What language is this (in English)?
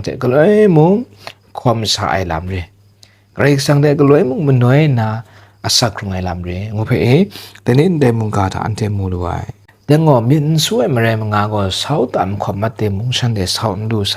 Kachin